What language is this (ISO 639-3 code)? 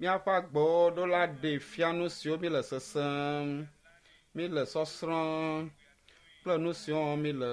ewe